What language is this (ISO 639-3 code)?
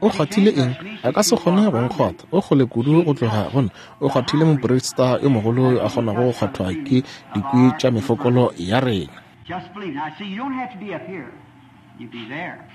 nso